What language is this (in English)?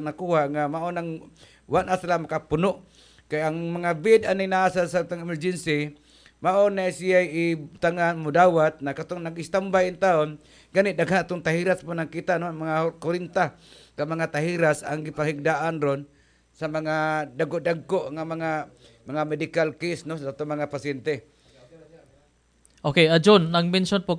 Cebuano